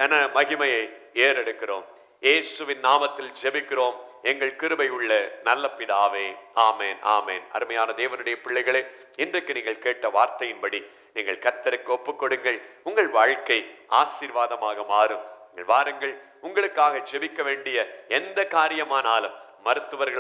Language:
Tamil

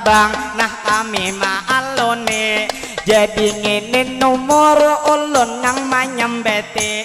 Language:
Banjar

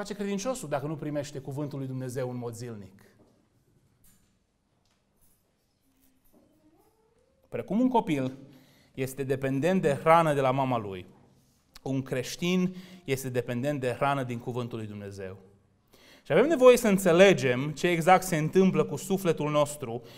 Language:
Romanian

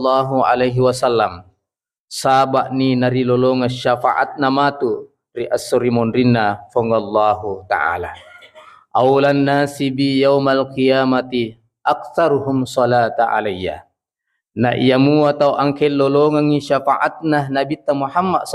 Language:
Buginese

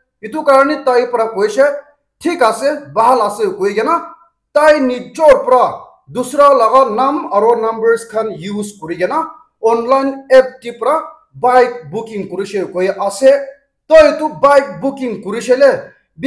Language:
Naga Pidgin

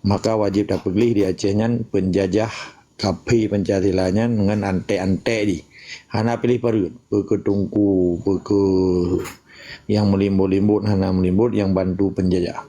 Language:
Achinese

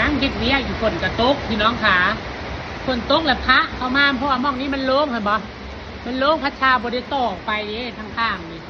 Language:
Northeastern Thai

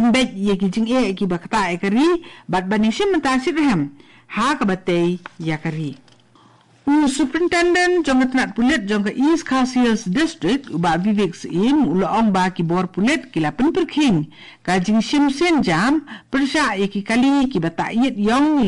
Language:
Khasi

